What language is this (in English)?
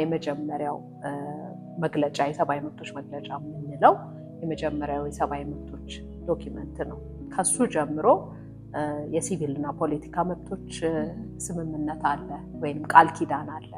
Amharic